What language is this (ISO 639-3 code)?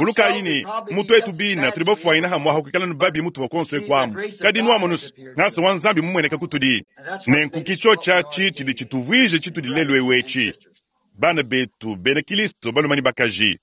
lua